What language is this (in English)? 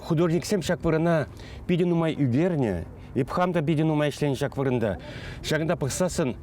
Chuvash